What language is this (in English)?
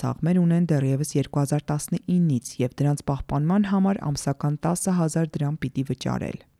Armenian